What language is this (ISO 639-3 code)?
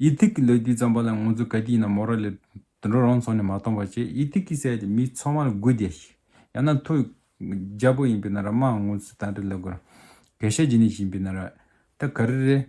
bod